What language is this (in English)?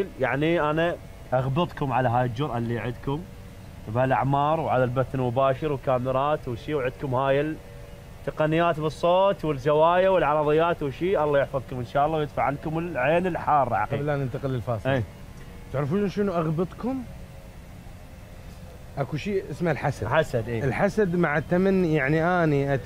Mesopotamian Arabic